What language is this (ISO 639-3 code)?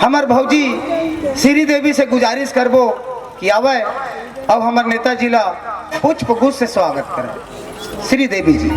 hne